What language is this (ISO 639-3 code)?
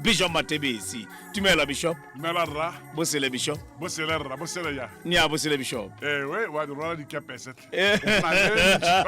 tsn